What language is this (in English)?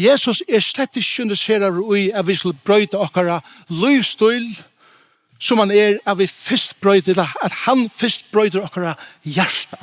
Faroese